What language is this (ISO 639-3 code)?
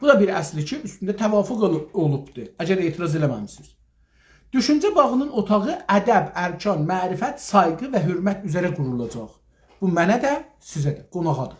azb